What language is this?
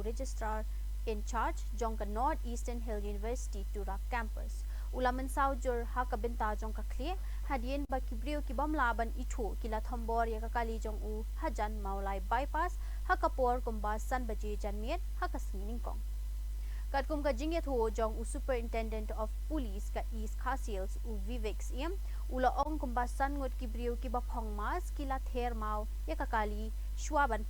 Khasi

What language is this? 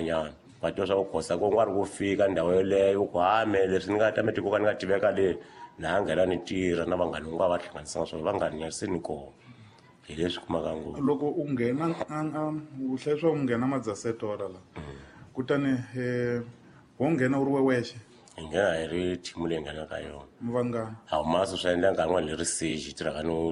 Tsonga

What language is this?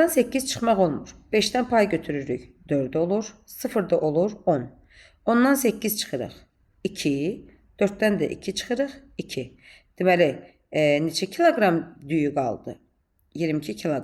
Azerbaijani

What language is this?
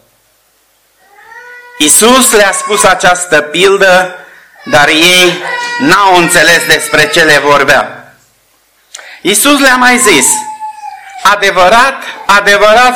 Romanian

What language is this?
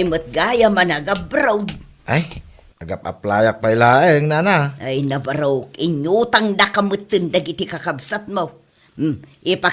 Iloko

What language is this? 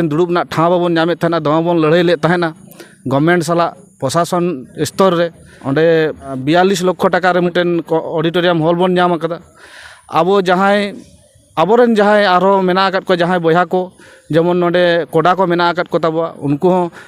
Santali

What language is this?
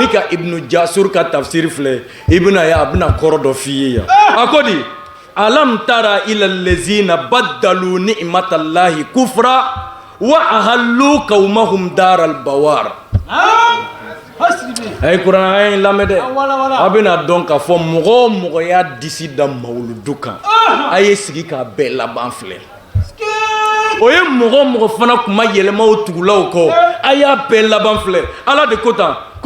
Bambara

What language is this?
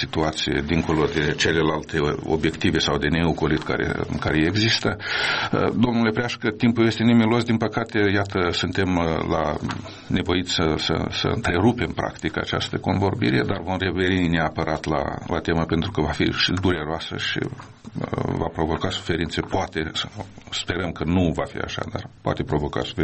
Romanian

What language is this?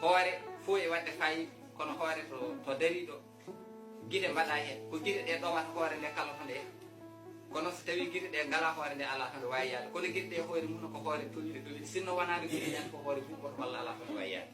Fula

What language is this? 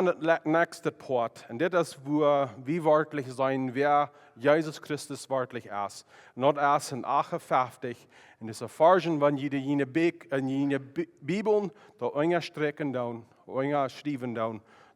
Plautdietsch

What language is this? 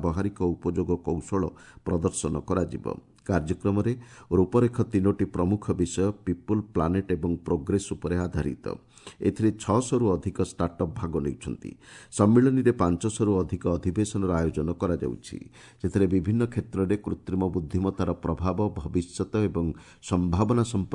Odia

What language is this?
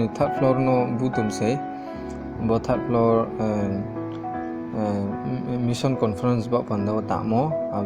Riang (India)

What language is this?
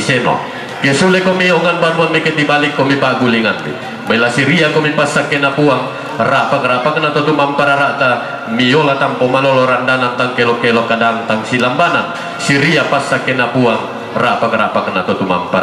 Toraja-Sa'dan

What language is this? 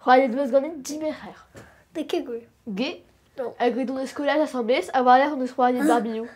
Breton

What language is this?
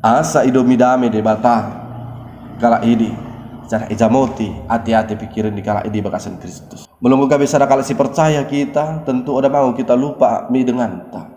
Batak Dairi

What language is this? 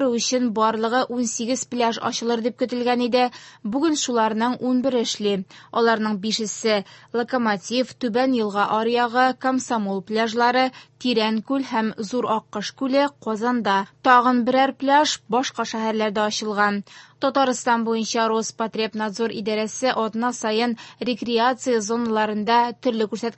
Tatar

